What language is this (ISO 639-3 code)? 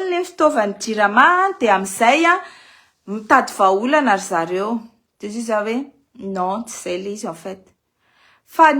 mlg